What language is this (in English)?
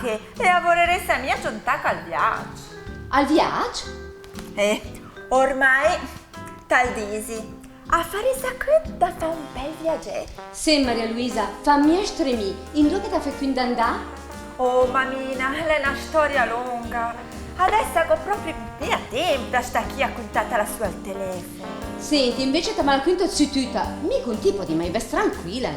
Lombard